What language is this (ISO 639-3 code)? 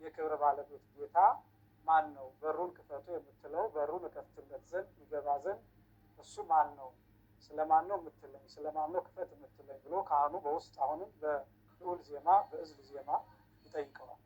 amh